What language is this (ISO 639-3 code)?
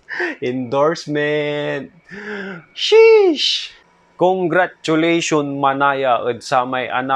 pag